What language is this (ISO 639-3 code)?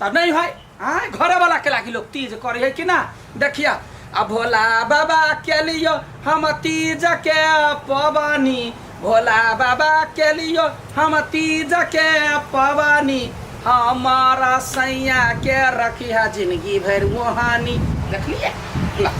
mai